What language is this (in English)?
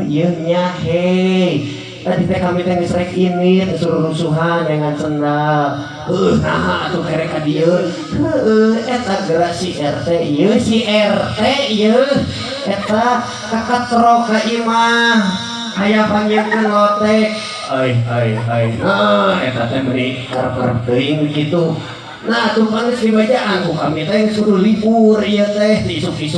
Sundanese